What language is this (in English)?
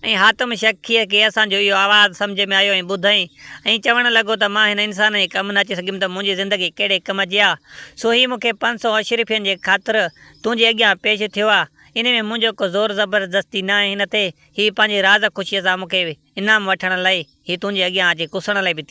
Sindhi